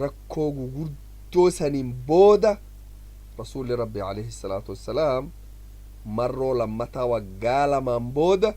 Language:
Oromo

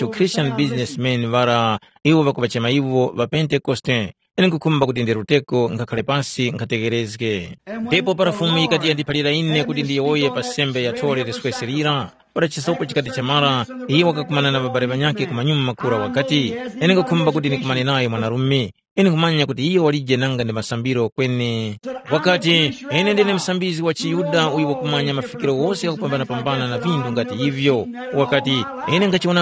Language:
Tumbuka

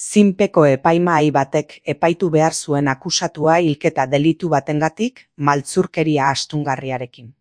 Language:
Basque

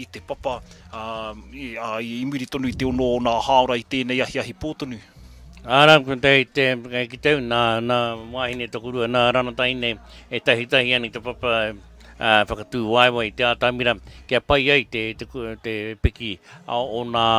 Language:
Māori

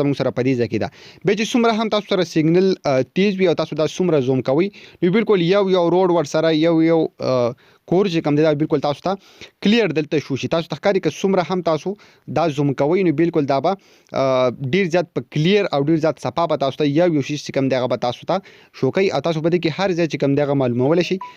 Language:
Pashto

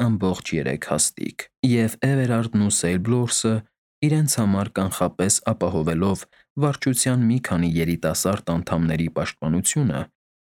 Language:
Armenian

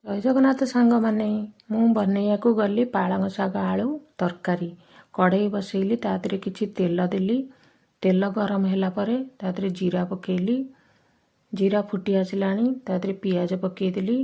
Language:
Odia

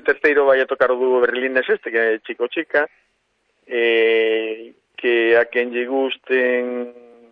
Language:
Galician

